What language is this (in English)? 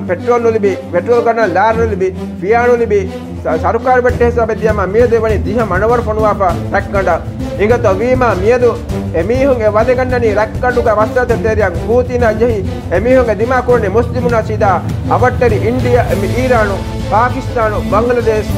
Divehi